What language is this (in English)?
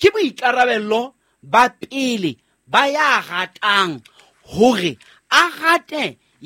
Southern Sotho